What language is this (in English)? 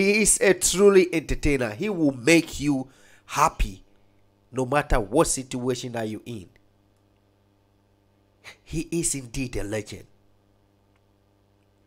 English